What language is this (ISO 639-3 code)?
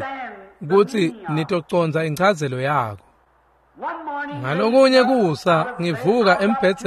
ssw